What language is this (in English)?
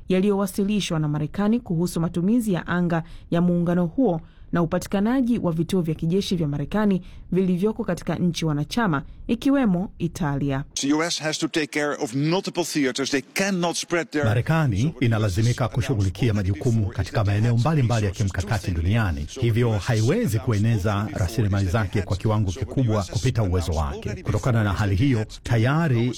Swahili